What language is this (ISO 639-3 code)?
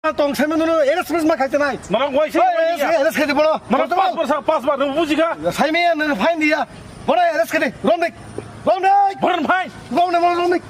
trp